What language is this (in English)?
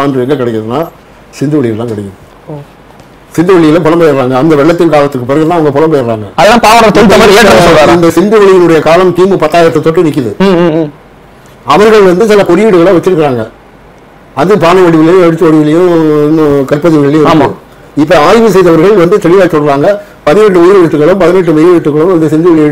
Tamil